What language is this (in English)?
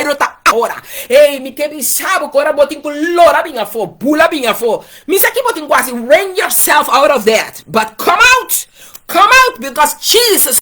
Papiamento